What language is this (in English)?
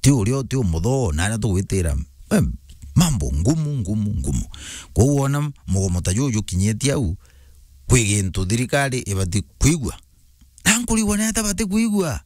Meru